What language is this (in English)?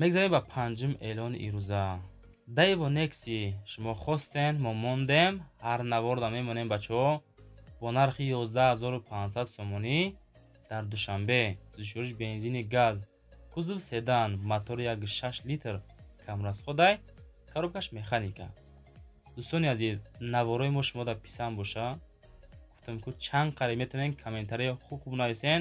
Tajik